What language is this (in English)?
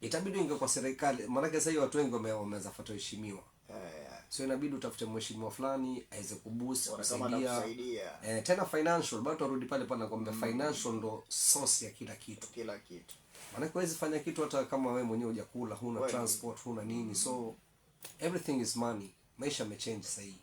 Swahili